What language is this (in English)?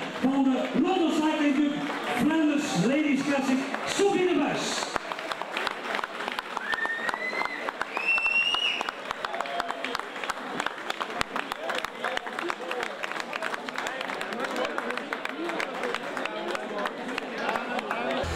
Dutch